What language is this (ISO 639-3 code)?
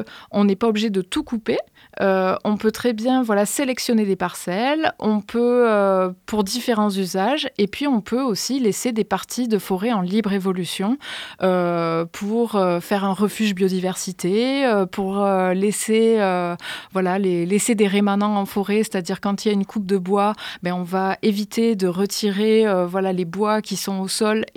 fra